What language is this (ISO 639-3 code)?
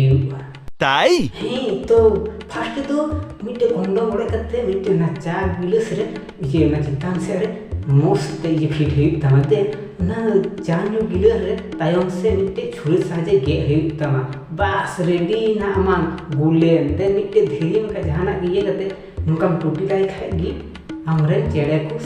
sat